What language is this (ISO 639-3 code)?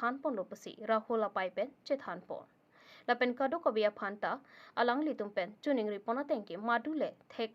mjw